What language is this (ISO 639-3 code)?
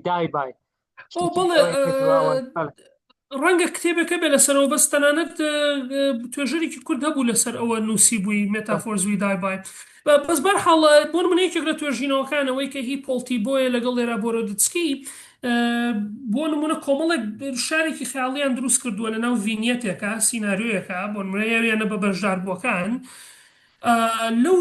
ckb